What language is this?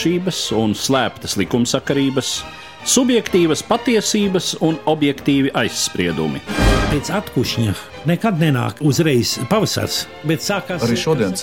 Latvian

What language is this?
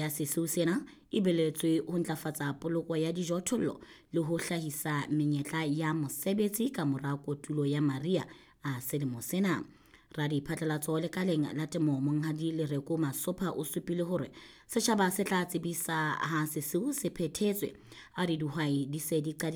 Southern Sotho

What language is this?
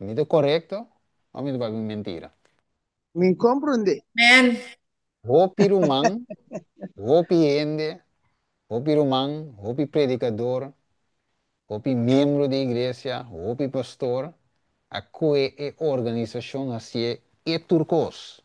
Papiamento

